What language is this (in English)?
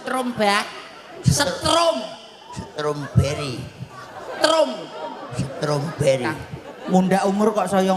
Javanese